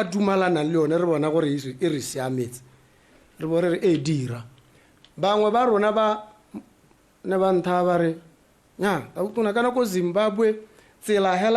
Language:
Tswana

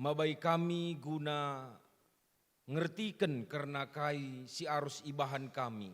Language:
Batak Karo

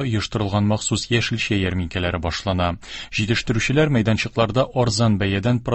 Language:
Tatar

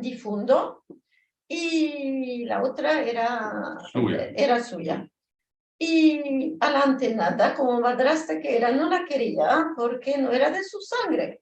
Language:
Ladino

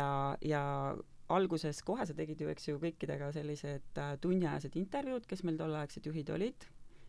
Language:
Estonian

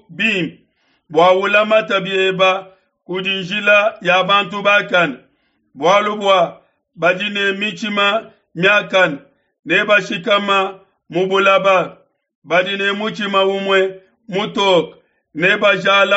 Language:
Luba-Lulua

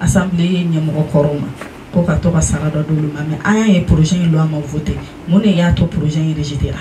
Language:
Bambara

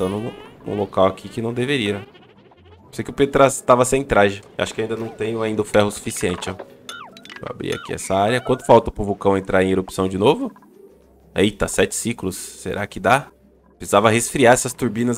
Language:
Portuguese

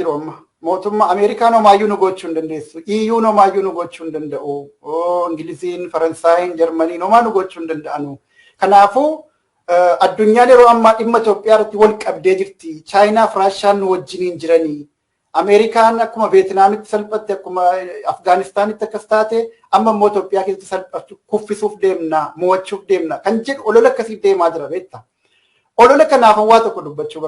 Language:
Oromo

